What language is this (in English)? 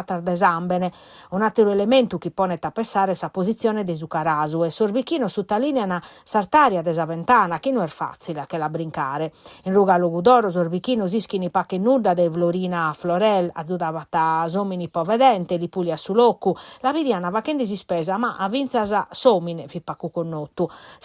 Sardinian